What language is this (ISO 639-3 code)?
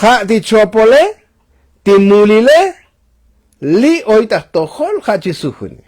tzo